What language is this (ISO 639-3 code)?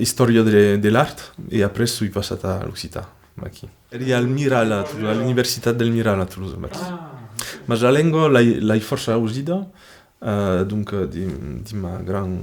oci